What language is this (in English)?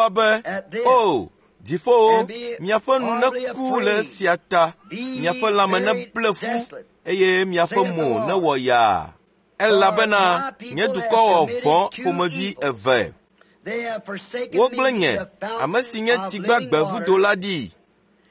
Ewe